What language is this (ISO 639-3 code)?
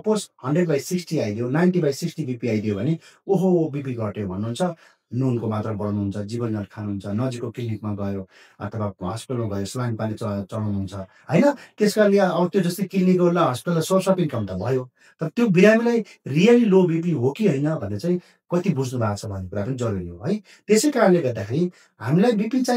nep